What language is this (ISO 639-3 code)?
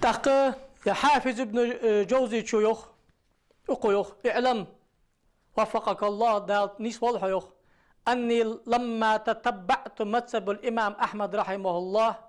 inh